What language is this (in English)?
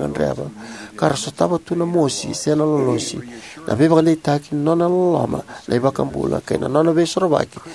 Fijian